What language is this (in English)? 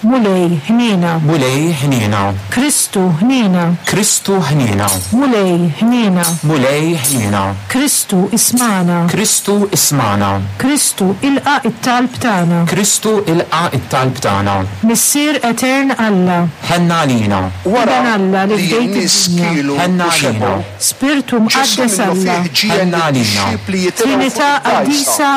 Maltese